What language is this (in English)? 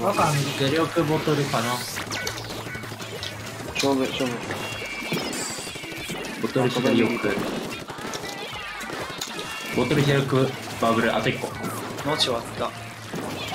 Japanese